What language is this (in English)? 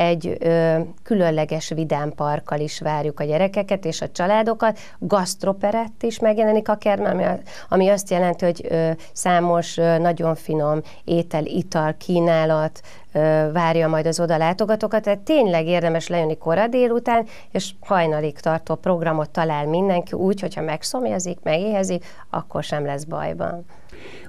Hungarian